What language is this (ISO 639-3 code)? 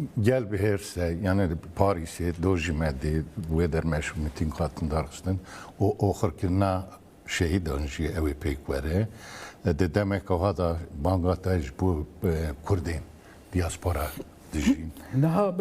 kur